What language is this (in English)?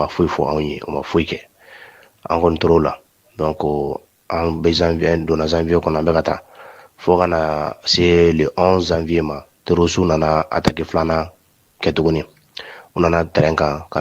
Bambara